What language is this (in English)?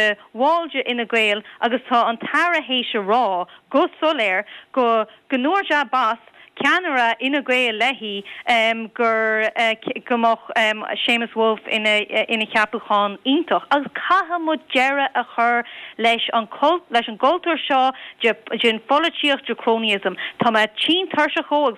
Irish